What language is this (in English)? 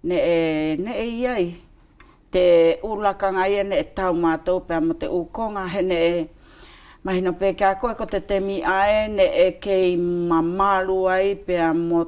Wallisian